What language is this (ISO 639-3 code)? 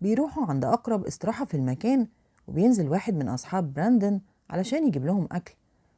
arz